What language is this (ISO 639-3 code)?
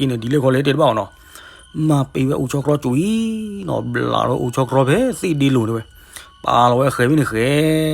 ksw